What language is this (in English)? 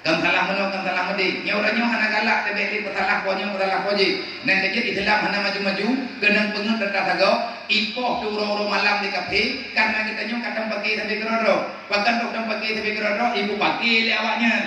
Achinese